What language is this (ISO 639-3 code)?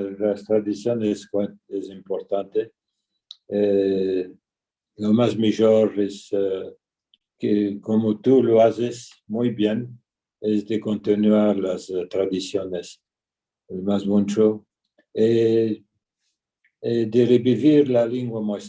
lad